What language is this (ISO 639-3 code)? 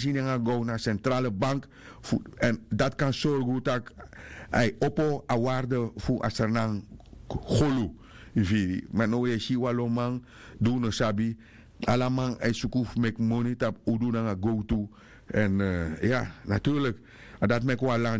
srn